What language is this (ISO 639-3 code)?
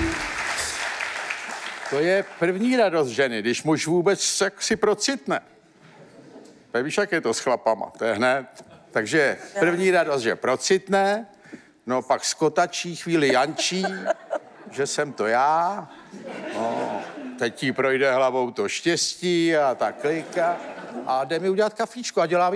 ces